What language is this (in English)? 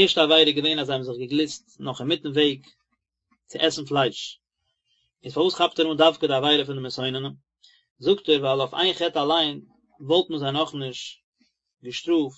Yiddish